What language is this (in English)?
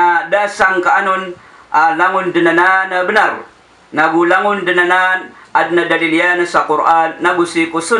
Maranao